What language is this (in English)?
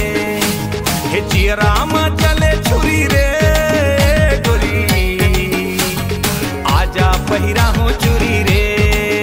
Chhattisgarhi